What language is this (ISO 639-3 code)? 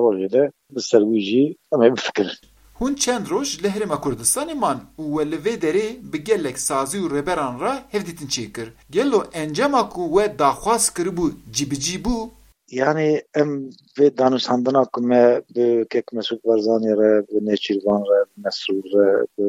kur